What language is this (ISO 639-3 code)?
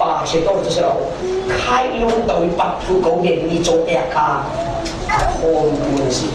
cfm